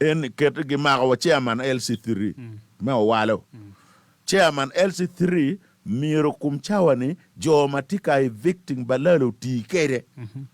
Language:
Acoli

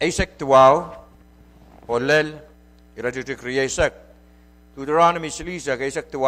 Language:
Pohnpeian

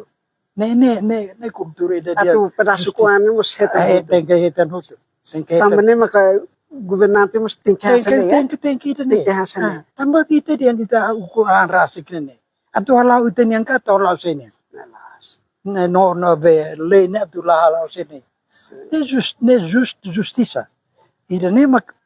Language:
Tetum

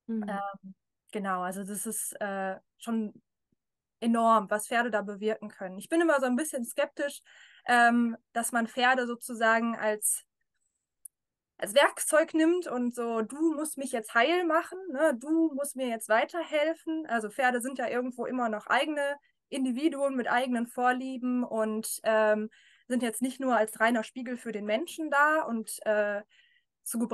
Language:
German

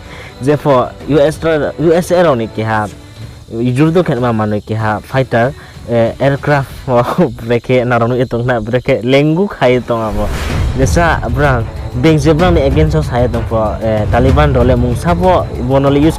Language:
Riang (India)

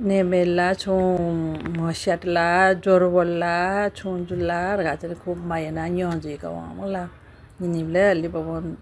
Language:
Newari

